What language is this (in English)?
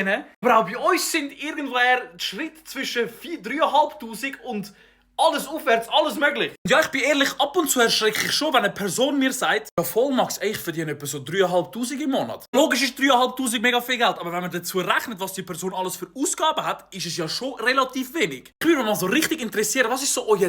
Swiss German